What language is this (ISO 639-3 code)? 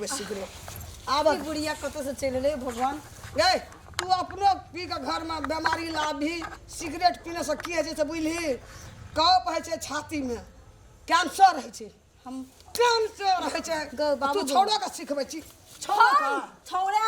mai